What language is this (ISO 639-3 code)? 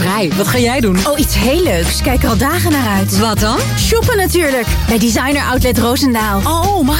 nld